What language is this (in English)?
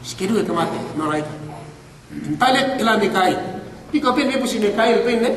Yakan